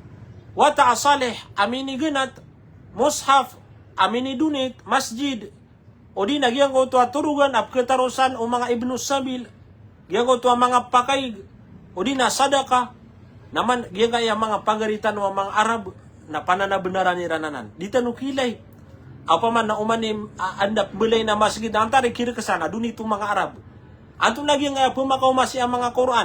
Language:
Maranao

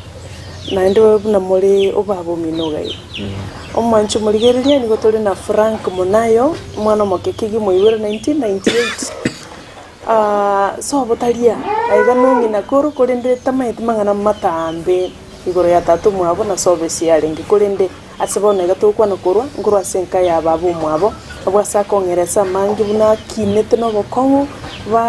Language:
Gusii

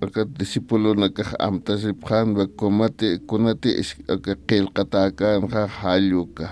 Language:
Aymara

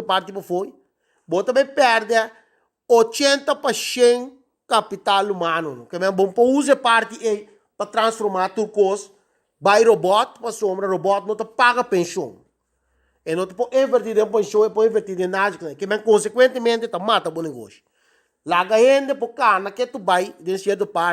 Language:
Papiamento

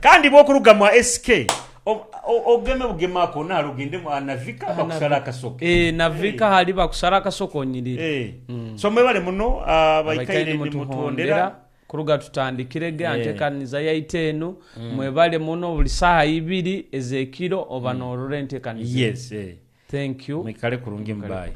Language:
Nyoro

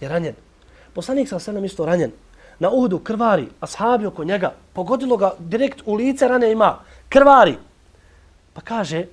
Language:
Bosnian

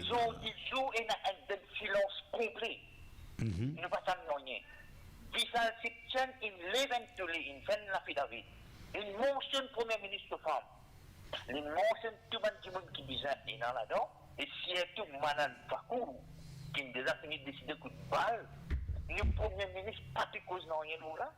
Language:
Morisyen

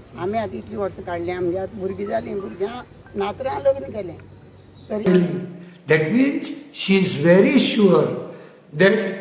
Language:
Konkani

